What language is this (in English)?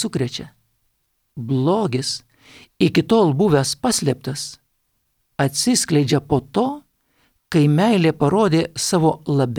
Lithuanian